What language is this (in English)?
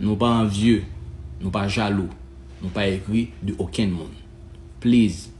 Haitian Creole